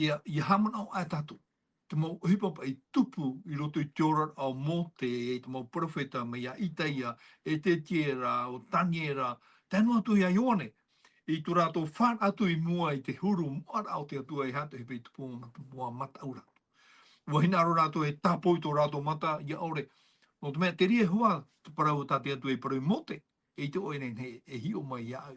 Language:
Tahitian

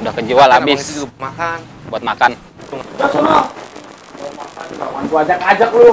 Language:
Betawi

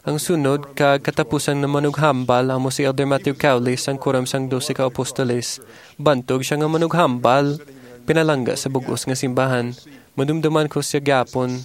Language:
Hiligaynon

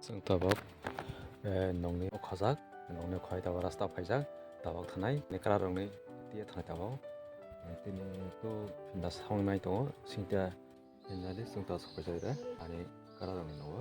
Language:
Kok Borok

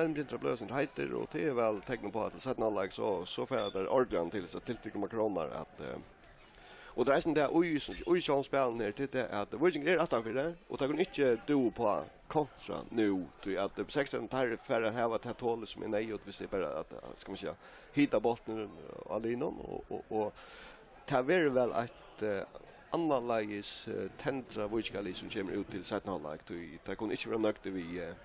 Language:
Faroese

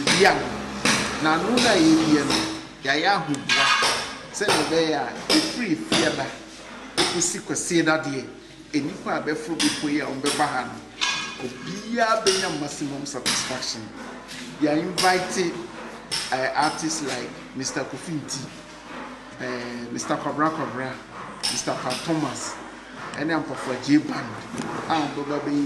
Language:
Akan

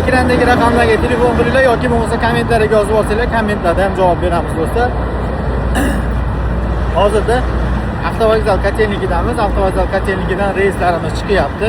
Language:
Uzbek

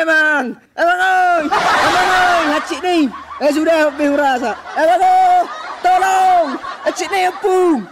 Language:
Batak Toba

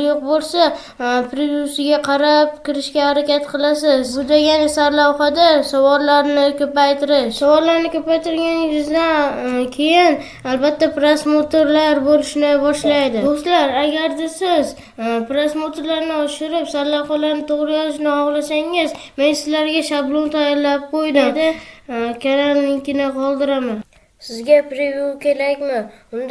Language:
Uzbek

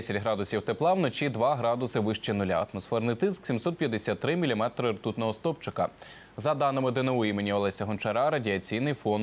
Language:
Ukrainian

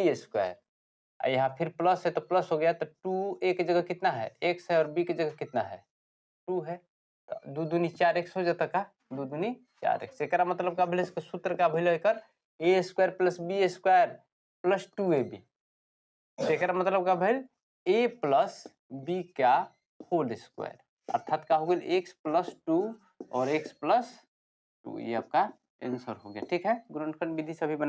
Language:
Bhojpuri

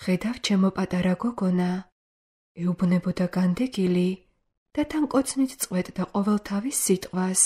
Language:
Georgian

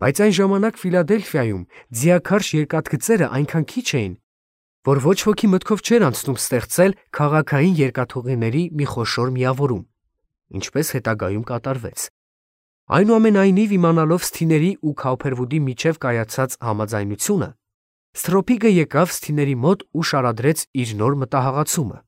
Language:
Armenian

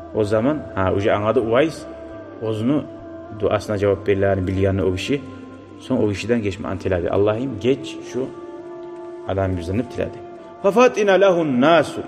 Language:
Kumyk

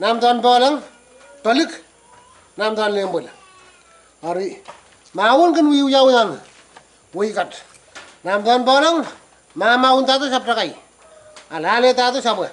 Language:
Pohnpeian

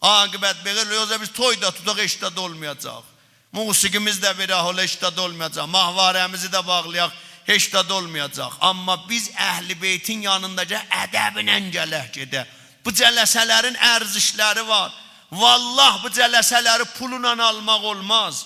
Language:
South Azerbaijani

